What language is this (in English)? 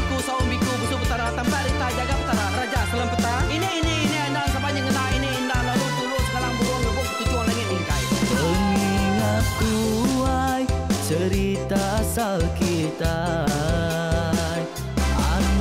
Iban